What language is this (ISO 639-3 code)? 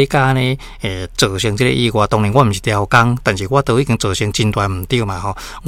nan